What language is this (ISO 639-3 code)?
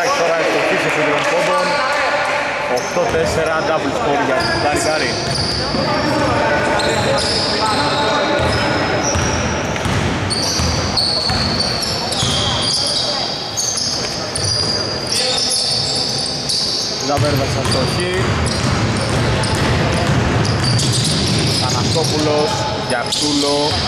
ell